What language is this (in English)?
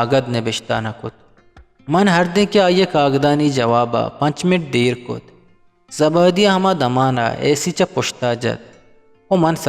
Eastern Balochi